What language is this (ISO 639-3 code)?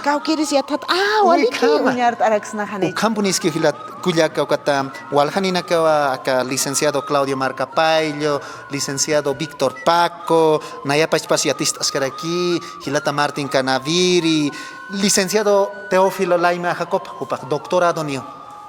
aym